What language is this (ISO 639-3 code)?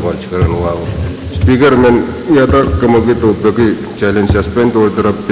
pon